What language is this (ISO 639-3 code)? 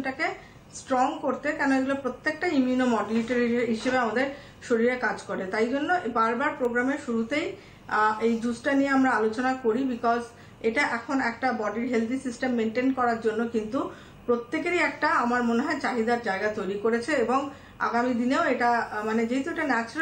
ben